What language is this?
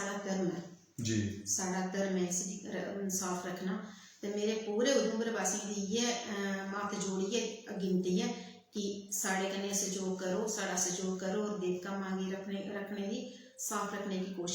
Dogri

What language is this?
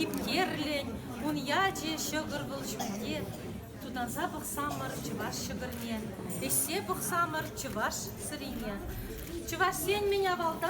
Chuvash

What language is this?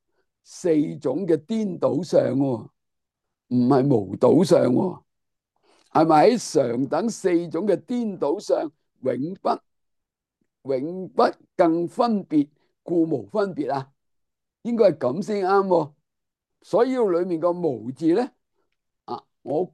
Cantonese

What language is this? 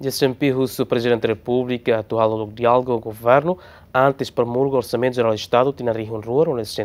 Tetum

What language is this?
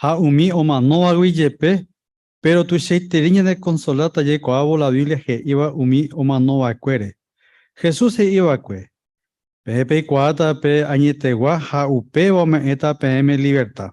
Guarani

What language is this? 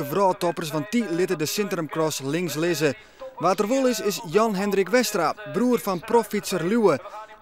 Western Frisian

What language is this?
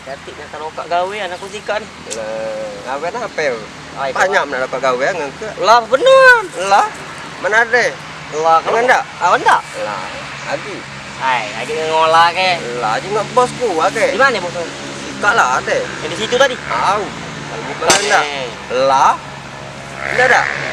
Musi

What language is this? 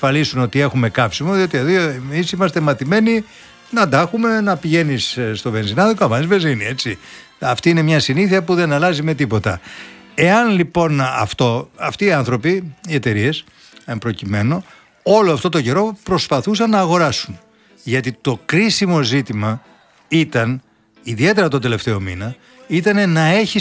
Greek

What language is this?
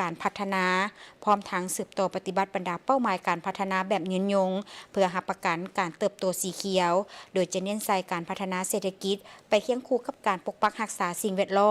Lao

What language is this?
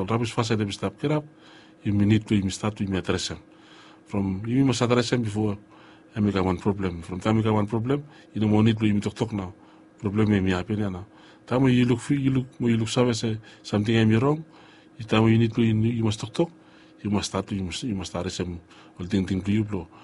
Bislama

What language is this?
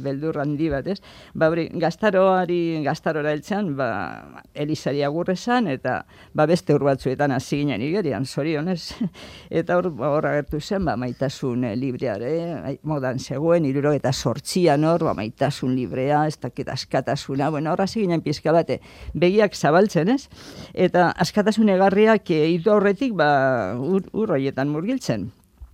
Basque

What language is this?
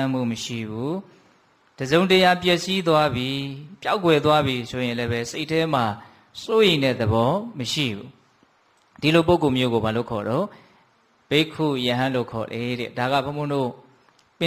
Burmese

